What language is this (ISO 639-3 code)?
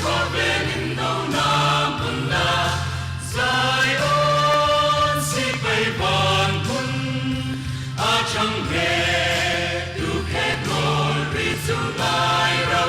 hmr